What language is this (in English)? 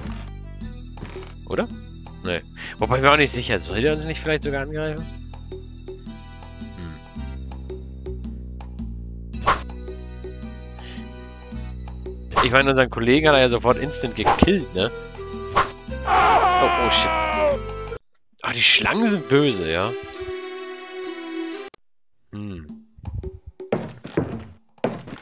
German